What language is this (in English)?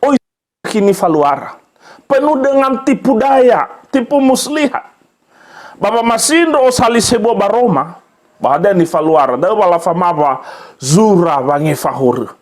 Nias